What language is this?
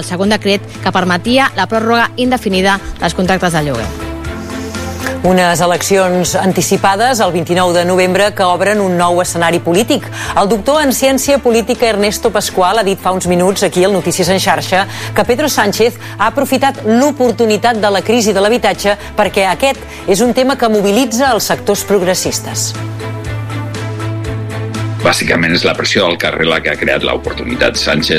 Catalan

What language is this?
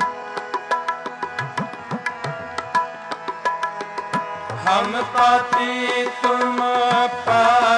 Hindi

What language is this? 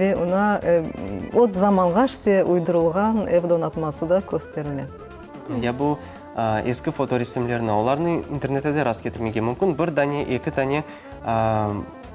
Crimean Tatar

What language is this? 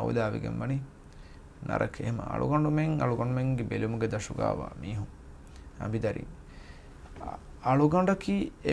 Divehi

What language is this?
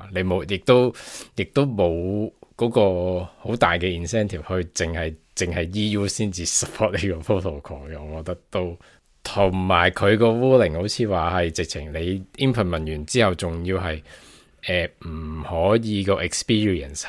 Cantonese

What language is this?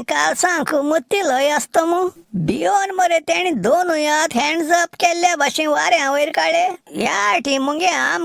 Konkani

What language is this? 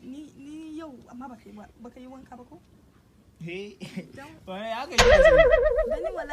Hausa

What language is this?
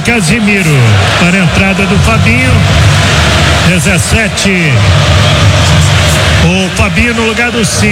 Portuguese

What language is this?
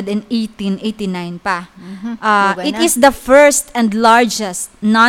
Hiligaynon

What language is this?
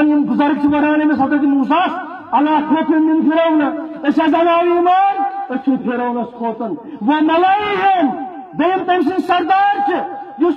Kashmiri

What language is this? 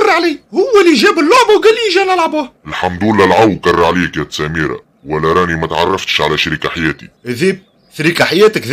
Tunisian Arabic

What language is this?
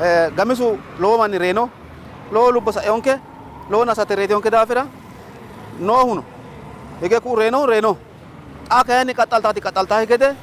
Sidamo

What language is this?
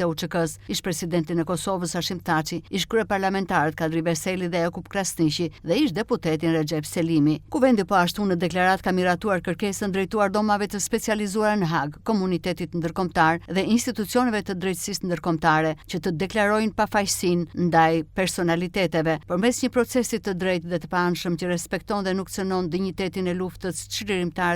Albanian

